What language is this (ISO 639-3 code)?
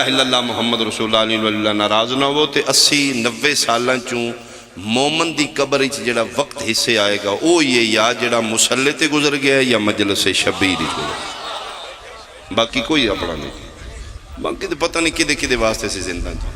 phr